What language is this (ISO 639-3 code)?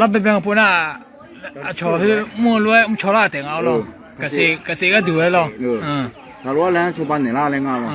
ahk